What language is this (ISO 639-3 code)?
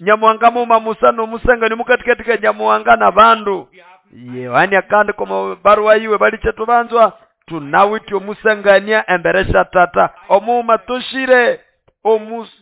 nnb